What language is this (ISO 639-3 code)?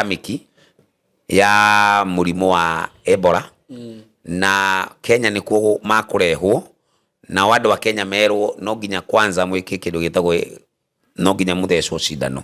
kik